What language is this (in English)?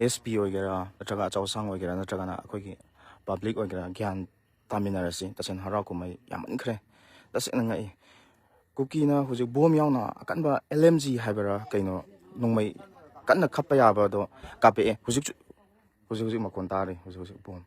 Manipuri